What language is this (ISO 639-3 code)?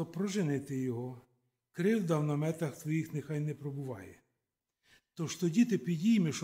ukr